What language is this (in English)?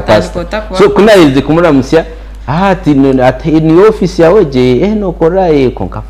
Nyankole